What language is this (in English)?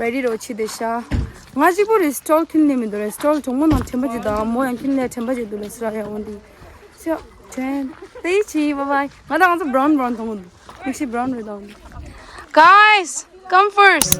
Tibetan